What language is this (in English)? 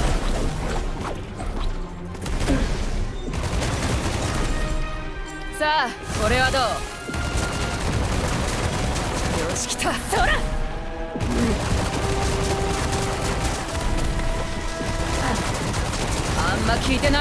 Japanese